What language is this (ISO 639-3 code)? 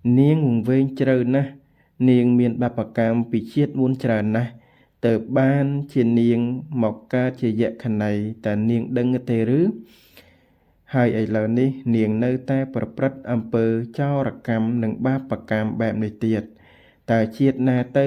khm